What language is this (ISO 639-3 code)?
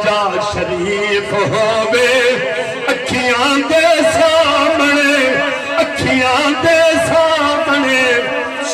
skr